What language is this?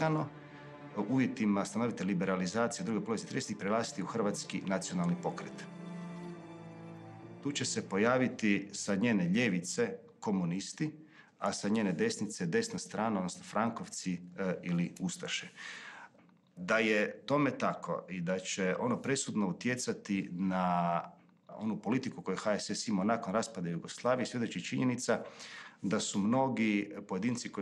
Croatian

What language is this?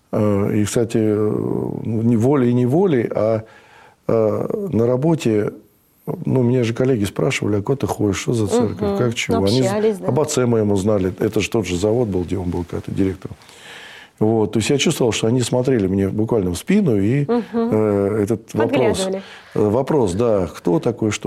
Russian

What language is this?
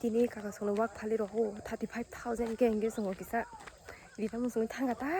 Kok Borok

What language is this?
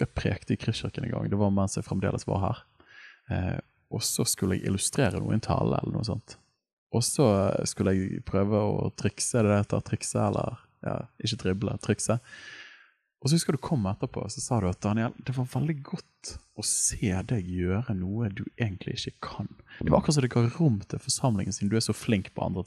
Norwegian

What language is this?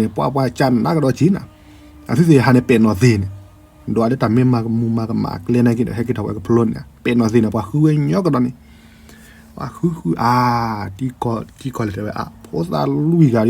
S'gaw Karen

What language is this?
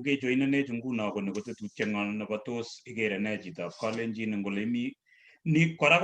Kalenjin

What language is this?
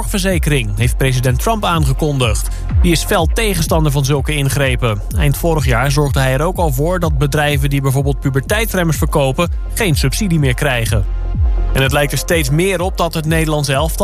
Dutch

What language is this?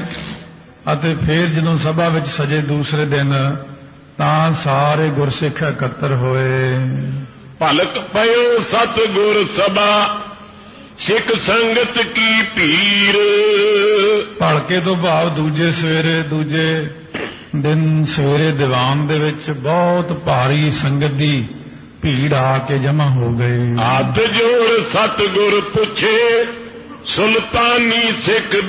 Punjabi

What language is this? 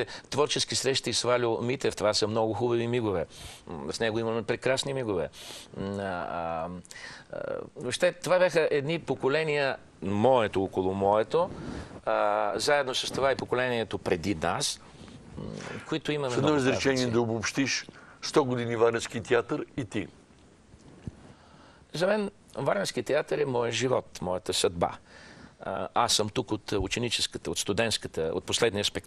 Bulgarian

